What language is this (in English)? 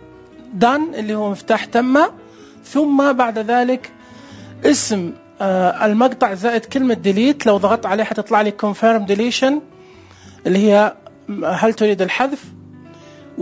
Najdi Arabic